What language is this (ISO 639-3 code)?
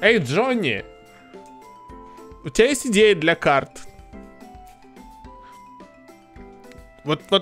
rus